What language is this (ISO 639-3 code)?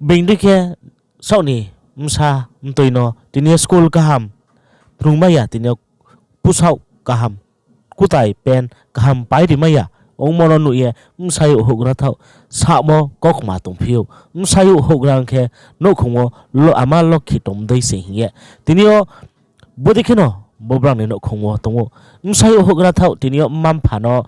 ria